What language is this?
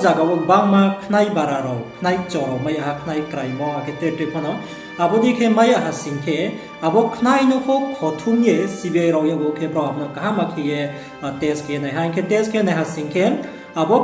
Riang (India)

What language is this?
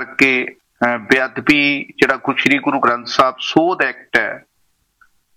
Punjabi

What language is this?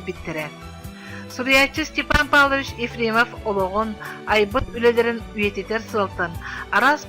Yakut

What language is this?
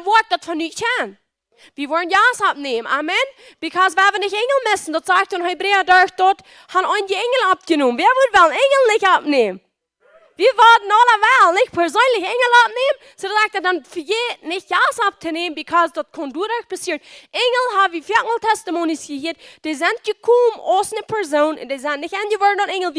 Plautdietsch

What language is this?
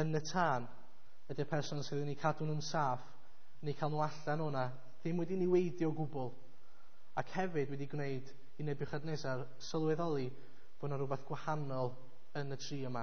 Welsh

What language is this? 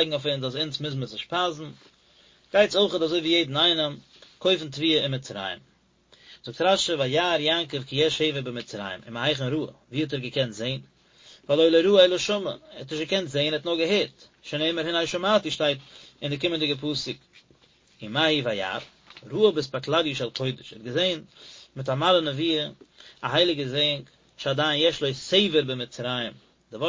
Yiddish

